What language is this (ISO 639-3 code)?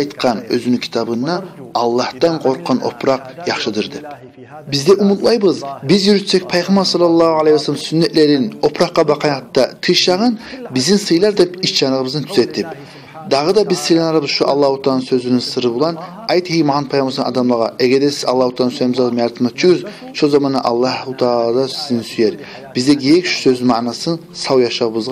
kum